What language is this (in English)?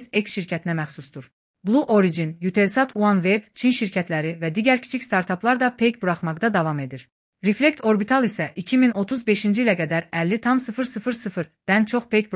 Azerbaijani